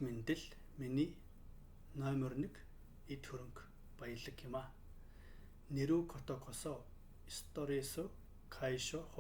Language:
Mongolian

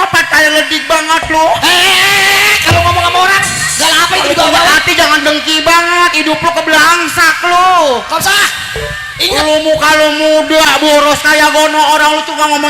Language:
Betawi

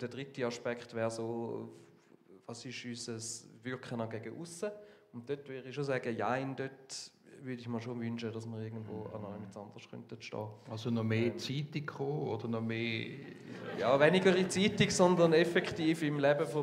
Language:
Swiss German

